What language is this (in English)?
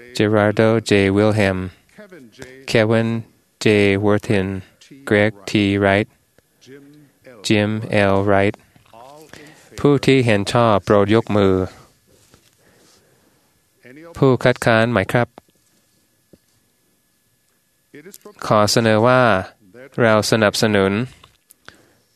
Thai